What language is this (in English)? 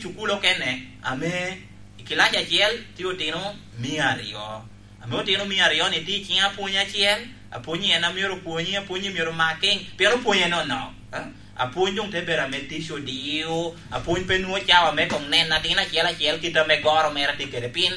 Lango (Uganda)